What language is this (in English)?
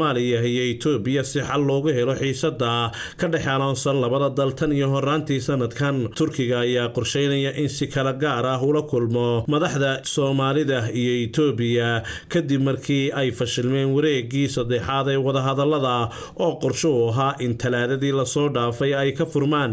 Somali